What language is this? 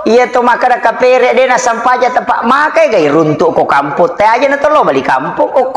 Buginese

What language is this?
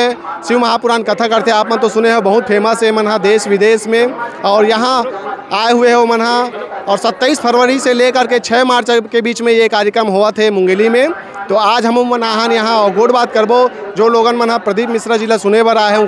Chhattisgarhi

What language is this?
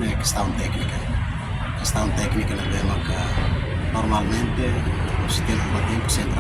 Tetum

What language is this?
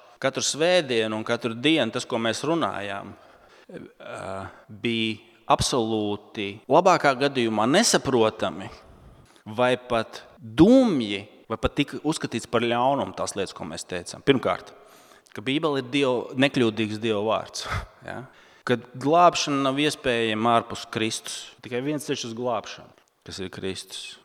Latvian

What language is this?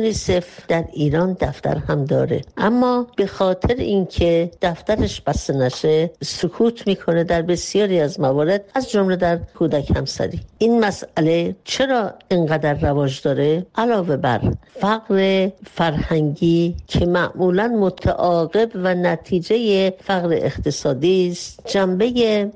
Persian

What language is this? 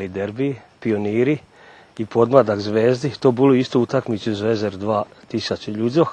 Rusyn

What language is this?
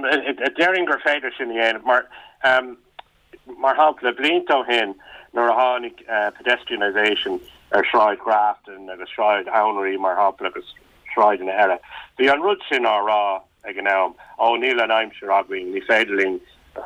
Irish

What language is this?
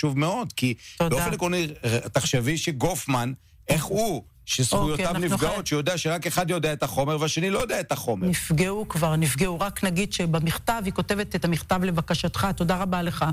Hebrew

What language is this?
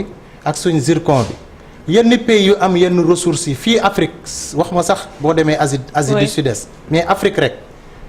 Wolof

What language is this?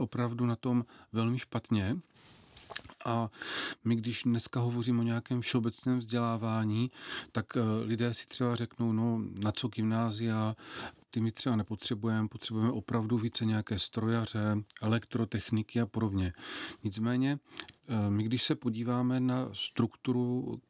Czech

